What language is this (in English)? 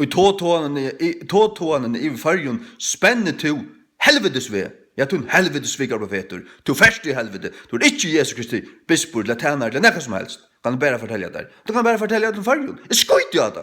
Faroese